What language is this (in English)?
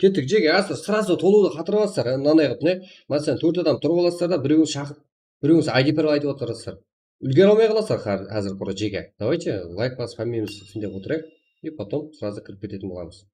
Kara-Kalpak